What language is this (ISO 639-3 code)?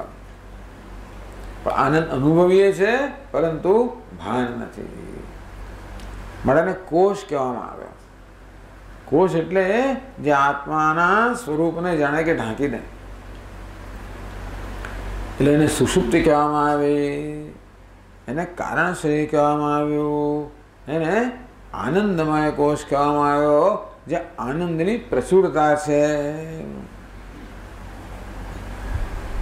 guj